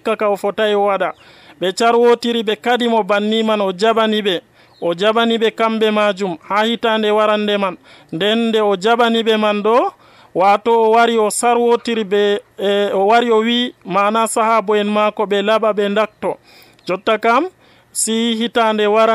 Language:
Nigerian Fulfulde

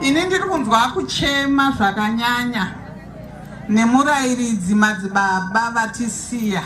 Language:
Shona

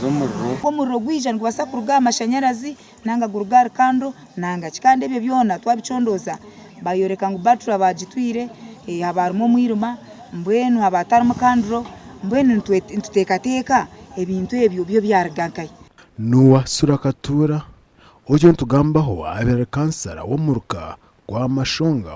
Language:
Nyankole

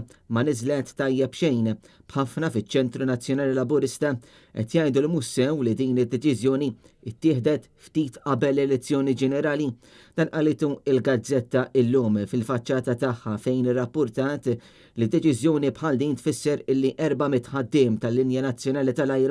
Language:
Maltese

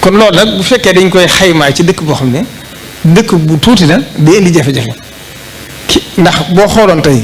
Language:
Wolof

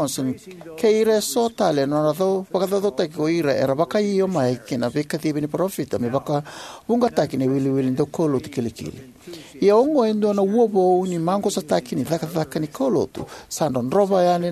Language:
Fijian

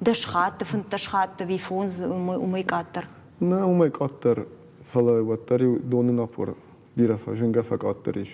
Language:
Ossetic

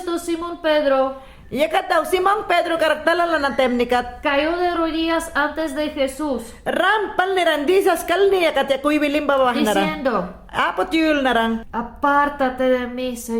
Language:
Mayangna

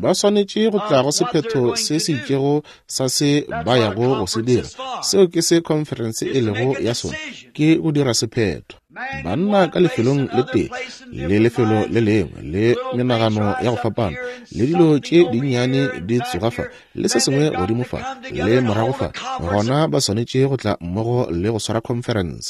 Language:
Northern Sotho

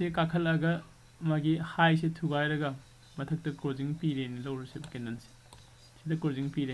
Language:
Manipuri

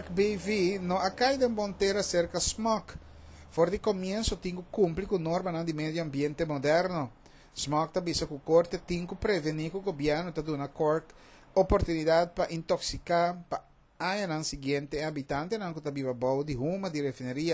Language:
Papiamento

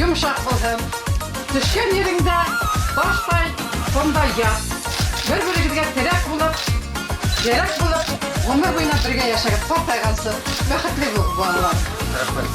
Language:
Bashkir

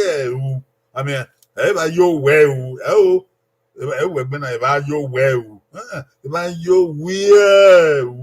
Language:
Bini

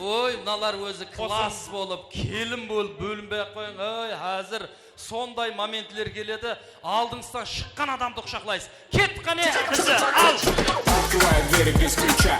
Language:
Kara-Kalpak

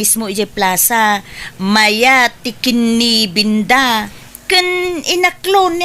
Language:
Iloko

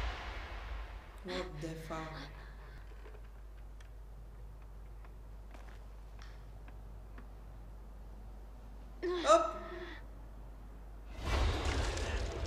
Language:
Italian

